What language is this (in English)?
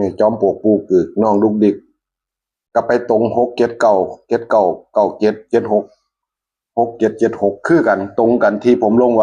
Northeastern Thai